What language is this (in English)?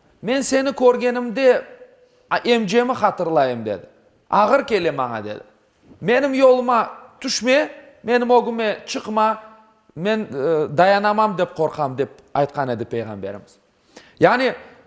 Crimean Tatar